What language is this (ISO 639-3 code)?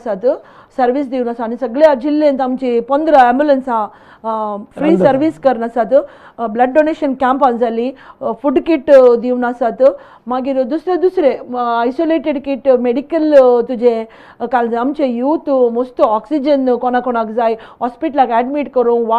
kok